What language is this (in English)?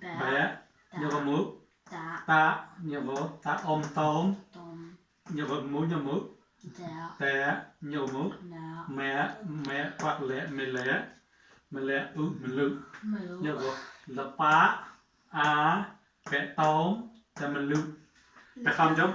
Mon